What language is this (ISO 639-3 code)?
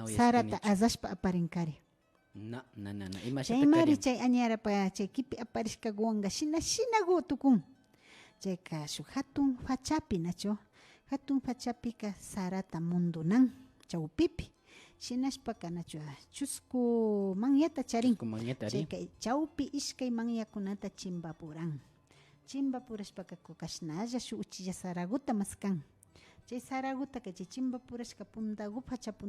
qvi